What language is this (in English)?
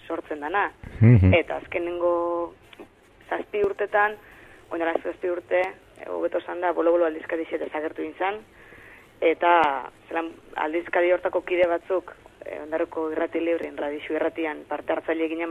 Basque